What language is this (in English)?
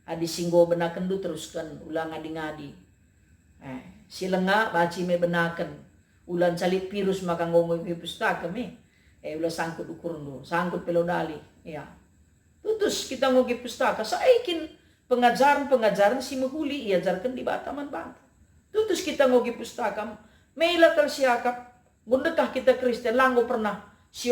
Batak Karo